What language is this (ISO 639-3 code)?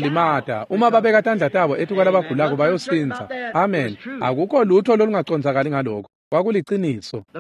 ssw